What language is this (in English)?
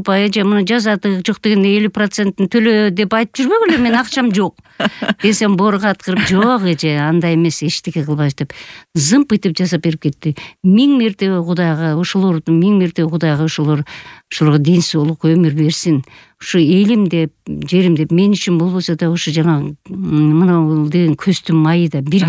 Kyrgyz